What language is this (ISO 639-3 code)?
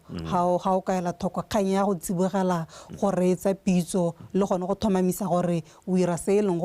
tsn